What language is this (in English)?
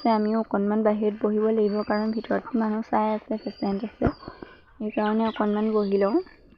Assamese